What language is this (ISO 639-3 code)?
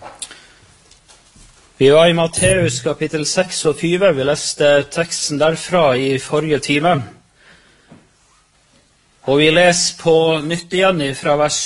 nor